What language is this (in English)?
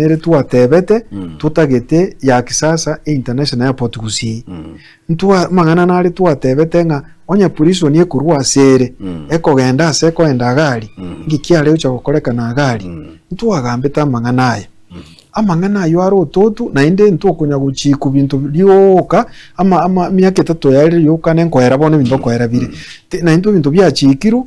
Gusii